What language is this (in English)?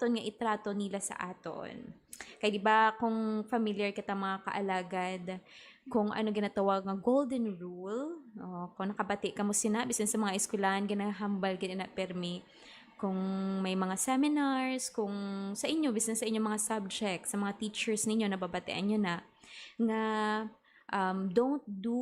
Hiligaynon